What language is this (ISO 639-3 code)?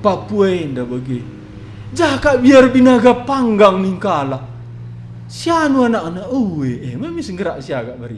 btx